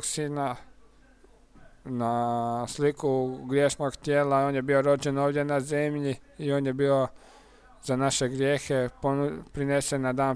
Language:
Croatian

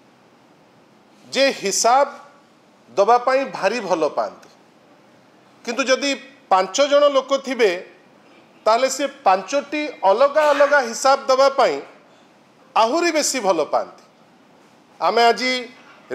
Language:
Odia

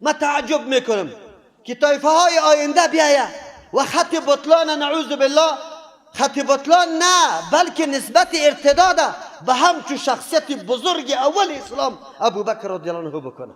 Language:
Persian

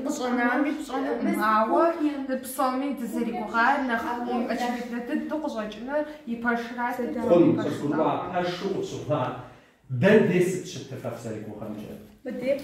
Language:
Kabardian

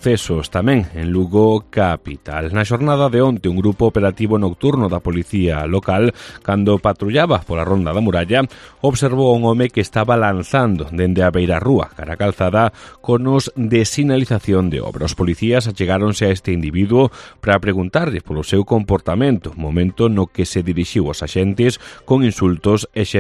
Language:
Galician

